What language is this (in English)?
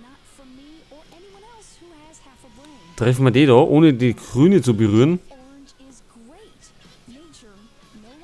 Bavarian